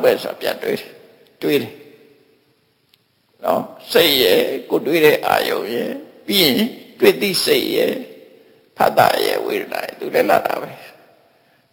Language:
Burmese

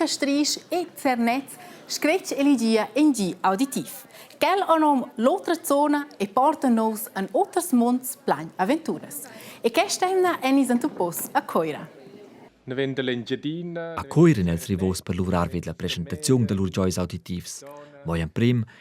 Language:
Romansh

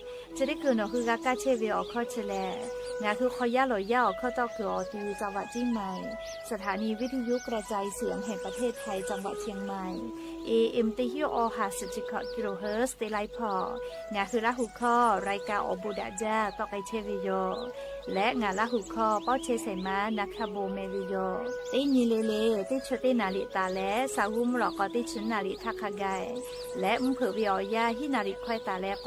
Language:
Lahu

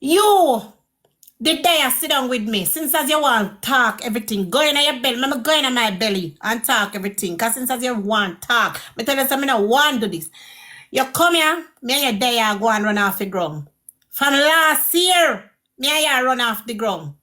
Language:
Jamaican Creole English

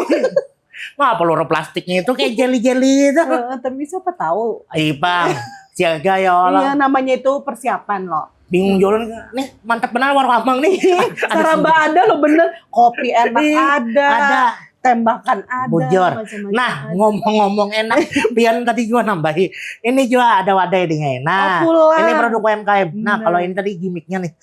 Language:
Banjar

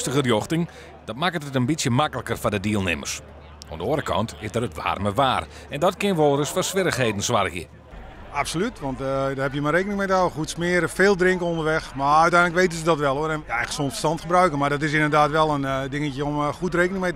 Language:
Western Frisian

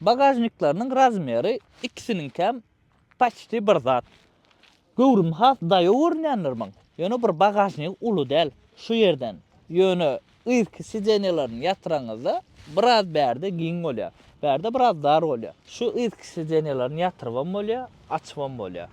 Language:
Turkmen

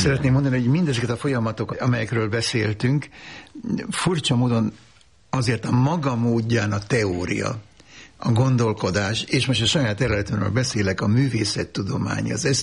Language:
Hungarian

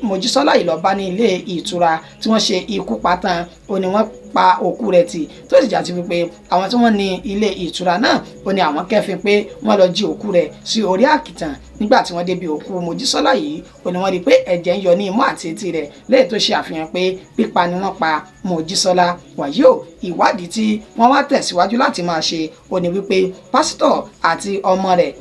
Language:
Yoruba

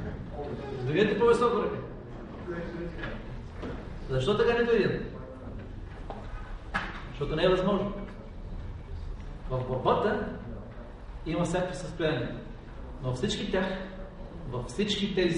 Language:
Bulgarian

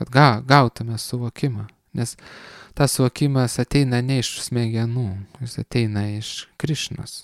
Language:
Lithuanian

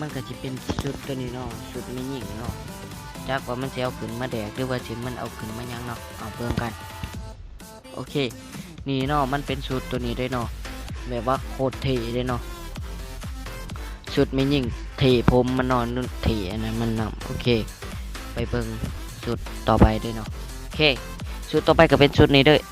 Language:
Lao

